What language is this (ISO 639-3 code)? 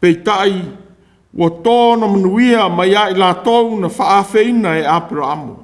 smo